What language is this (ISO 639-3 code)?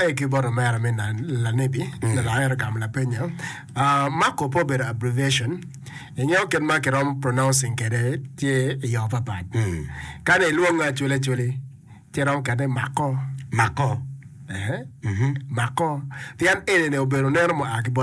ach